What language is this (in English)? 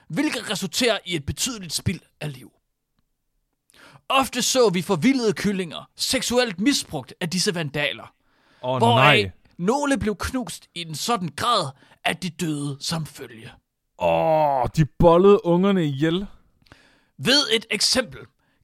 Danish